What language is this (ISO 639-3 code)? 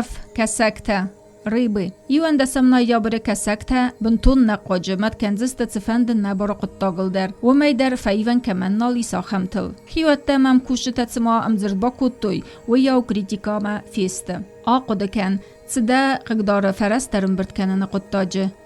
oss